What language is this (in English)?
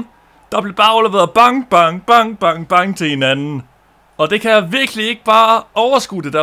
Danish